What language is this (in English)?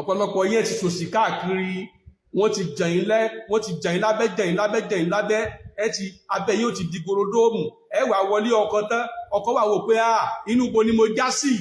Yoruba